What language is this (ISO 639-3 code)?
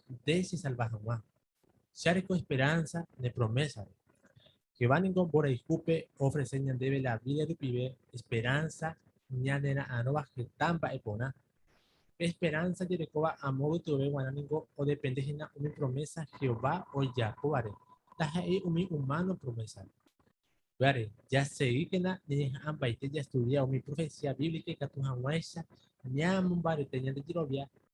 grn